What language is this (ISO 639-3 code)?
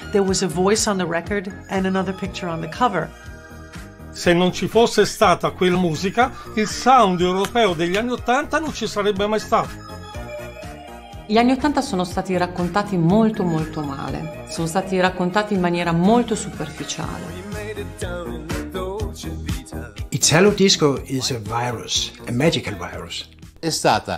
ita